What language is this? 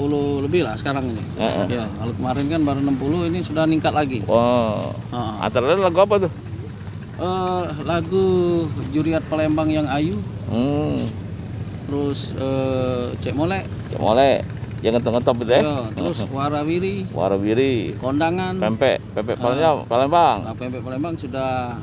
Musi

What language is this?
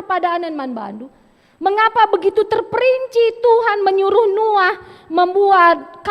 Batak Karo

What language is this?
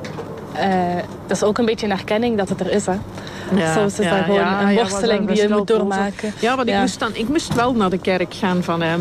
Dutch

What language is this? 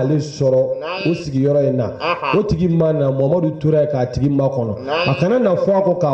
Bambara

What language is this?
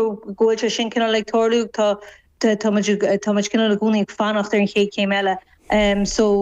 Irish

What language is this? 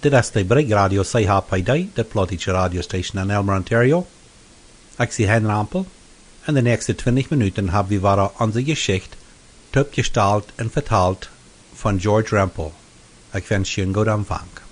Plautdietsch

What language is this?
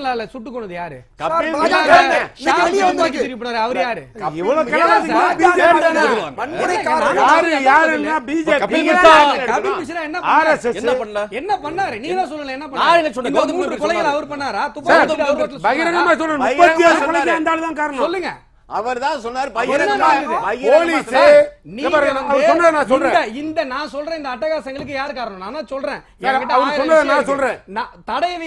Tamil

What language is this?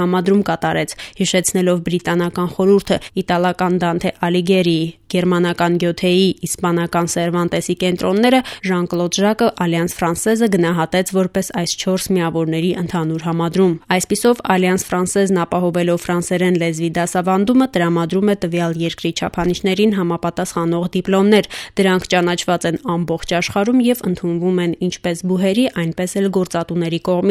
Armenian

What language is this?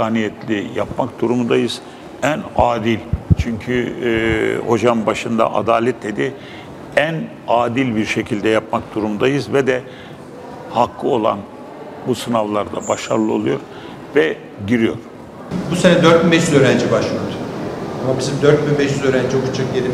Turkish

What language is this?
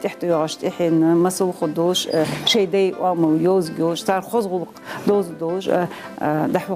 Ingush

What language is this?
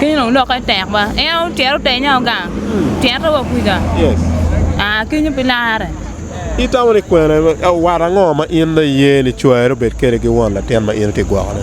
Acoli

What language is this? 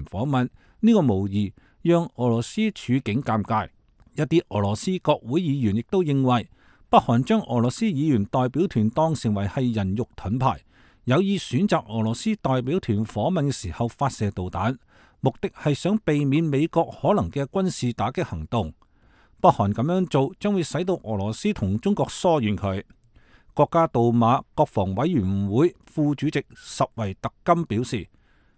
Cantonese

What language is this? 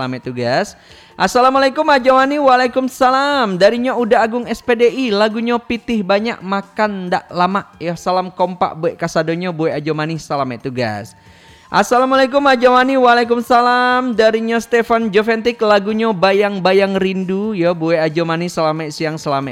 Minangkabau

